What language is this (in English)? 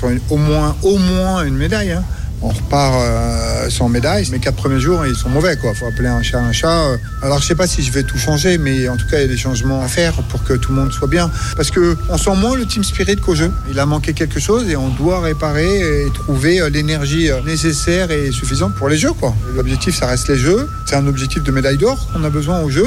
French